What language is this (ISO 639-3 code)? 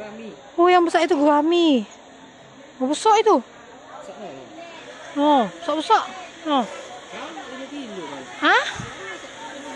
mui